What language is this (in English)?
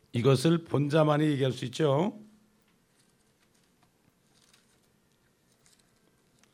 Korean